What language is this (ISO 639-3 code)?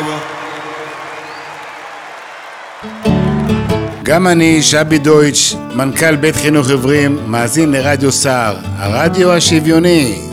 heb